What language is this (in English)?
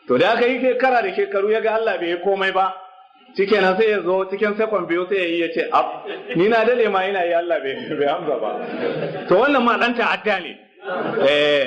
Hausa